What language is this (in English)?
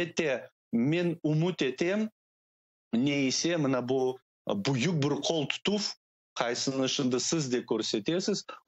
Crimean Tatar